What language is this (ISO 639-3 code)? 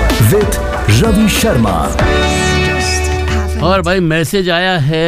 hin